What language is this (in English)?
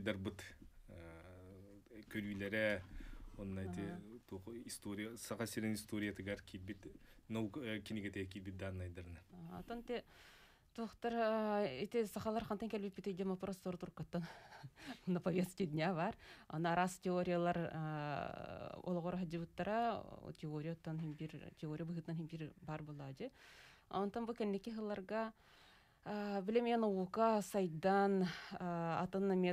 Yakut